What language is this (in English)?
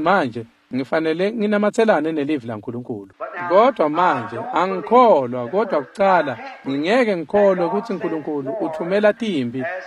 Swati